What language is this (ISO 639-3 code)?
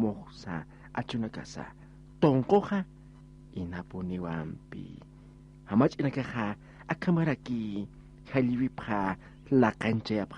aym